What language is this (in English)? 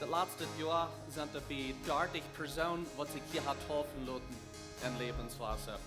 Plautdietsch